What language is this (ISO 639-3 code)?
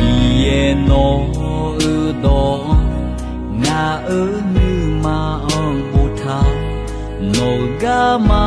ahk